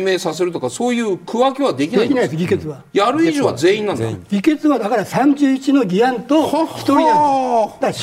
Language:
Japanese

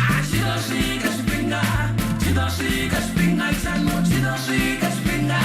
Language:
Venda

